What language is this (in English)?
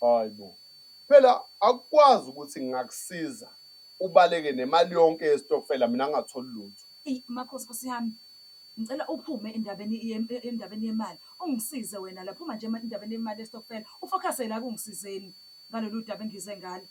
Zulu